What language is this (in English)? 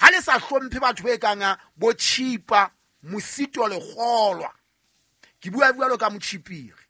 Southern Sotho